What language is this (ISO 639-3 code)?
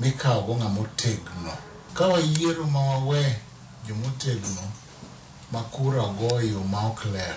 luo